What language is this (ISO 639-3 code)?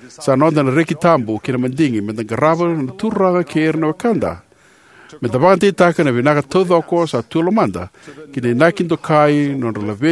fij